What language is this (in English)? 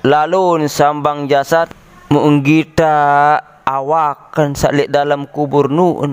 Sasak